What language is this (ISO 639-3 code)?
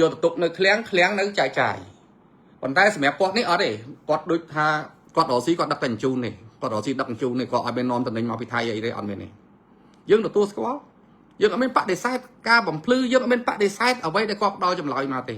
khm